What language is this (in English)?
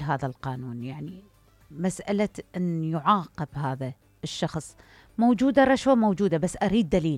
Mesopotamian Arabic